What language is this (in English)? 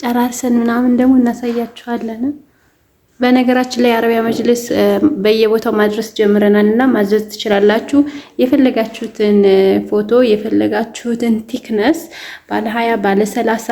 Amharic